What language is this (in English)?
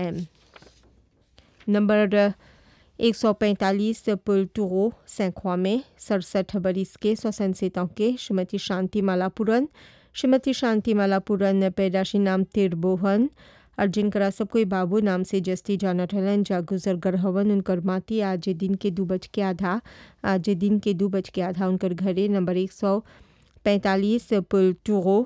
Bhojpuri